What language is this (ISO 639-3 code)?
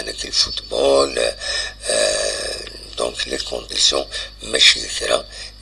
kab